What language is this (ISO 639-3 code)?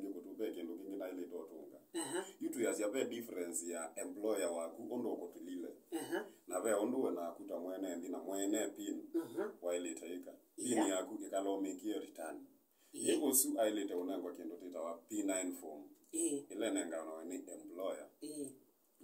kam